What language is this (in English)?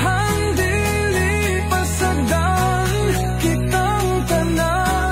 Cebuano